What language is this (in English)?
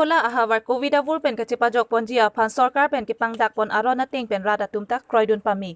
Karbi